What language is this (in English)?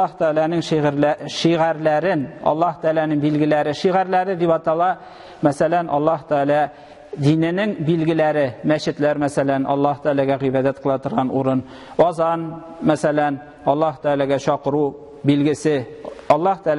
Tatar